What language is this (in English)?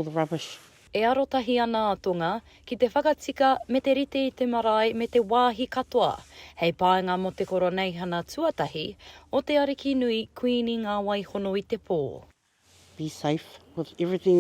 Māori